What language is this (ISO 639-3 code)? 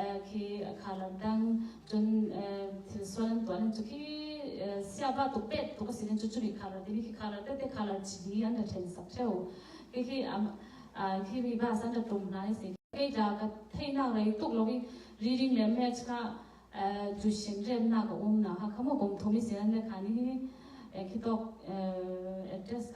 cfm